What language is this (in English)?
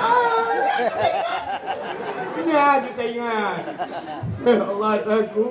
Achinese